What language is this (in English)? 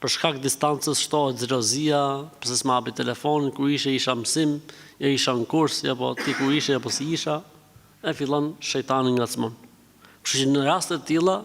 Albanian